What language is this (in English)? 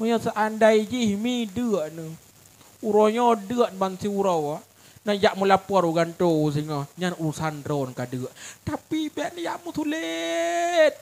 Achinese